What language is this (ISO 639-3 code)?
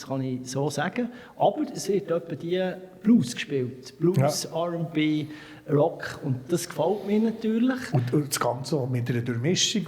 gsw